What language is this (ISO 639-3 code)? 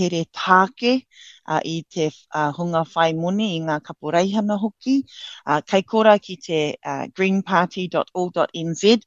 mri